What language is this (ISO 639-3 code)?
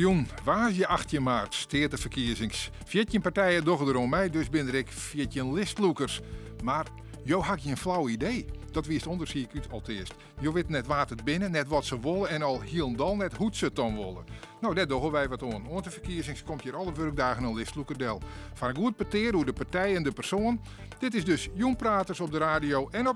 fry